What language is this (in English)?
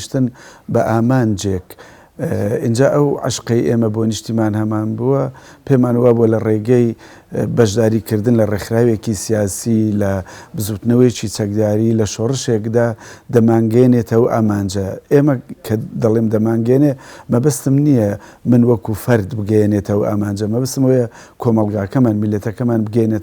Central Kurdish